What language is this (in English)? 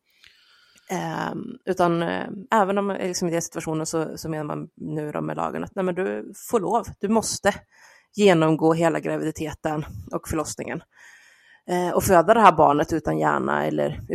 Swedish